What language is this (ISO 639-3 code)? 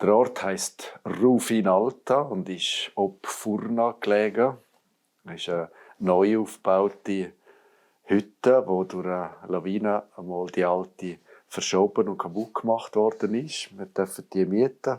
gsw